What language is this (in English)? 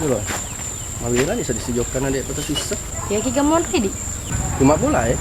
Buginese